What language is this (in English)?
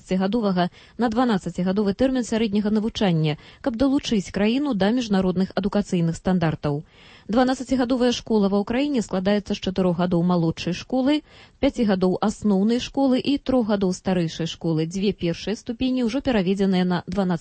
Belarusian